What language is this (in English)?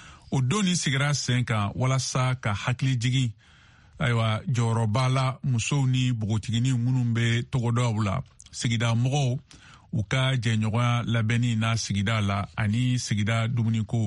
Bambara